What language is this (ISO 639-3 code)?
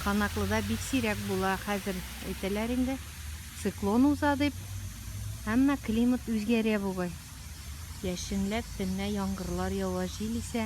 tat